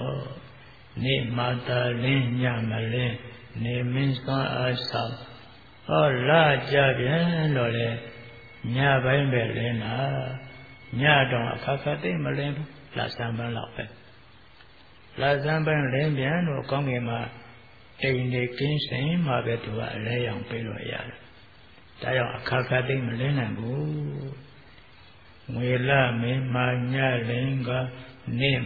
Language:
Burmese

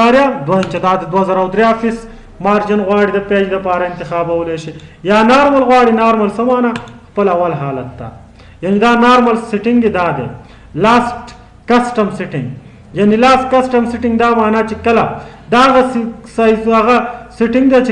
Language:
Pashto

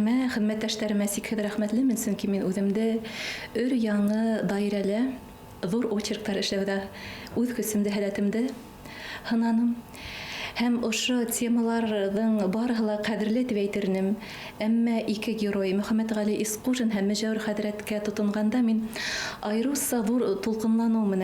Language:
Bashkir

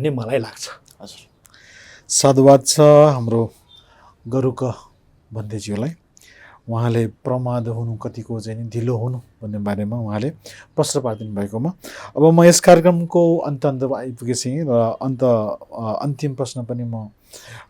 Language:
Nepali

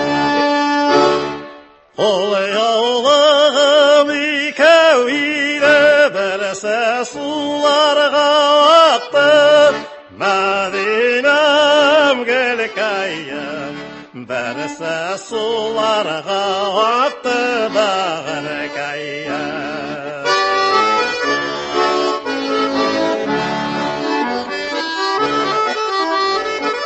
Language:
Tatar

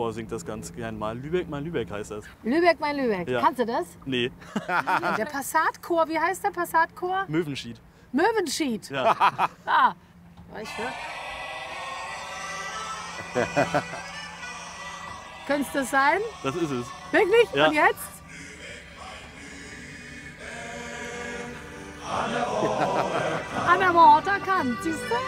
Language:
German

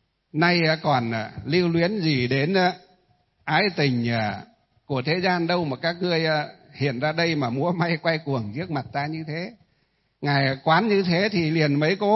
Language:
Vietnamese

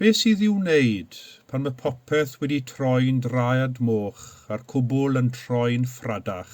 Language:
Welsh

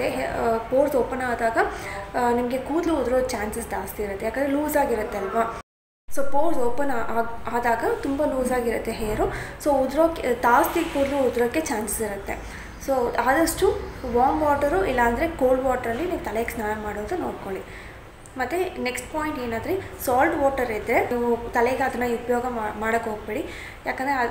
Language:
Kannada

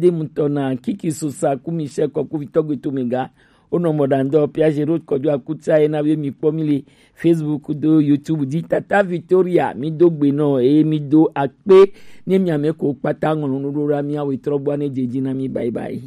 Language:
Gen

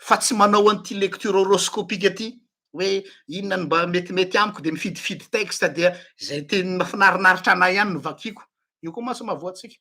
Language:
Malagasy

